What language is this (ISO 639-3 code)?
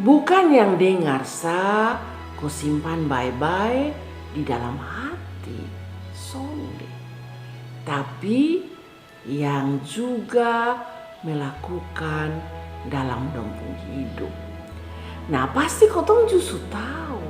mkn